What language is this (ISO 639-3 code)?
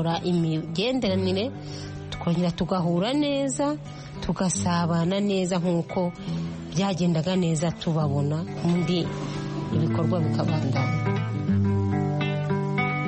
kin